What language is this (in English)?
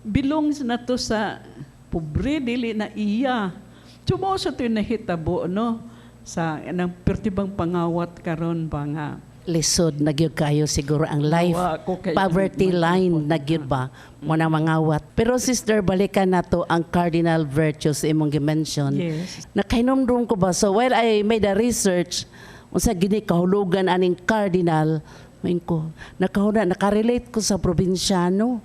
Cebuano